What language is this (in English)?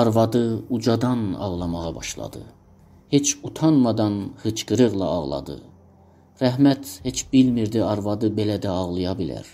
South Azerbaijani